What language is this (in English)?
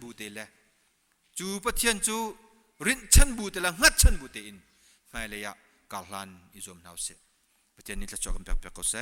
Hakha Chin